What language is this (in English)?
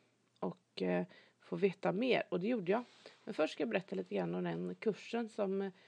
Swedish